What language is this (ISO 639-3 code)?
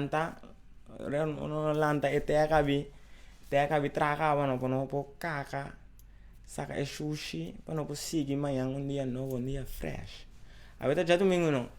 pap